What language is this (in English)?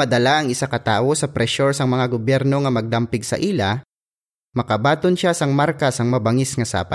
Hiligaynon